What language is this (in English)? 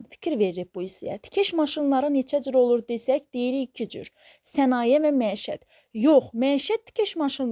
Azerbaijani